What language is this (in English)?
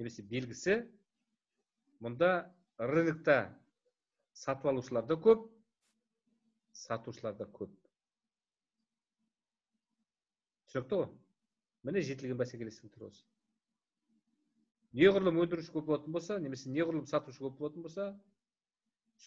Kazakh